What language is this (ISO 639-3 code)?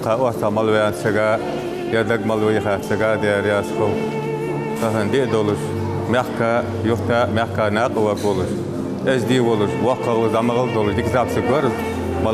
inh